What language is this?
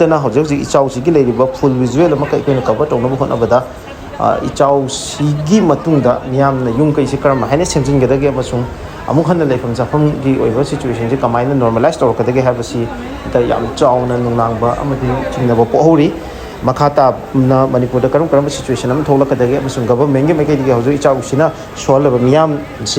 Manipuri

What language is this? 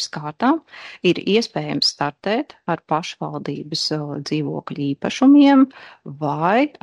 Latvian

